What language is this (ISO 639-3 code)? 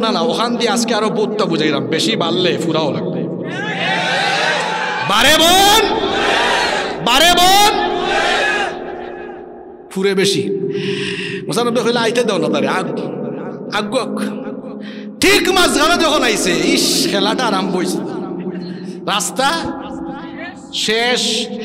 ben